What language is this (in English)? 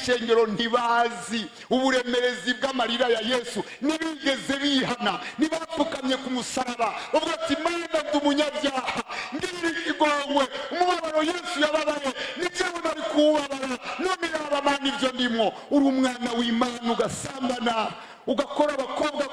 Rundi